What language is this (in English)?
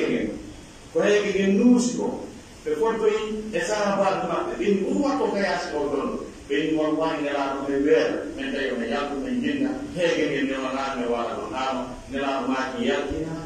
Pular